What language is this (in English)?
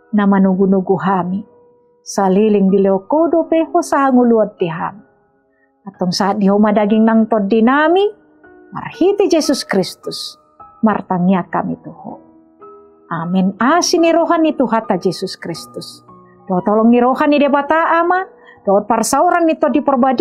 Batak Toba